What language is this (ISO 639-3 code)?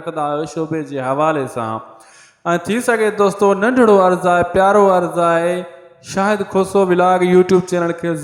snd